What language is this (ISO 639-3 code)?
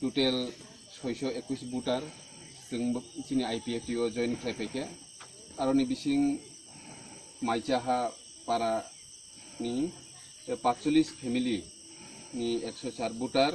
ria